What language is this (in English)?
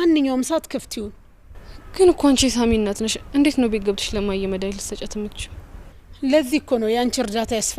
Amharic